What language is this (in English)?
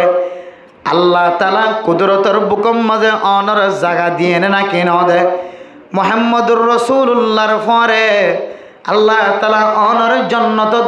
Rohingya